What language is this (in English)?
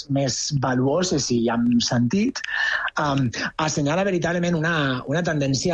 Catalan